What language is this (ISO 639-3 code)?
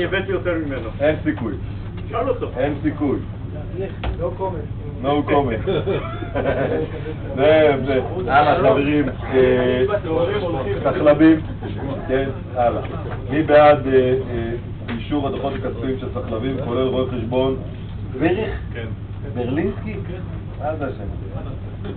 heb